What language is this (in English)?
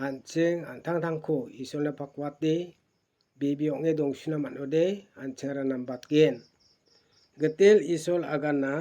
Garo